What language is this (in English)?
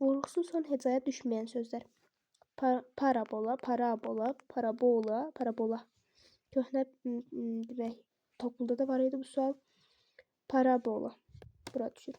Azerbaijani